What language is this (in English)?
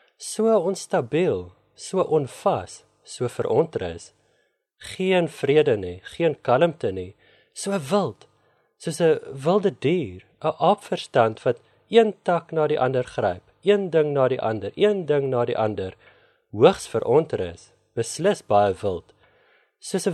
Afrikaans